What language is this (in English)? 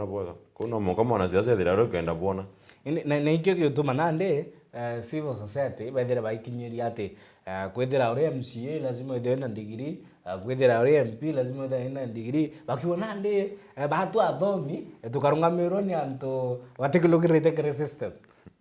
Meru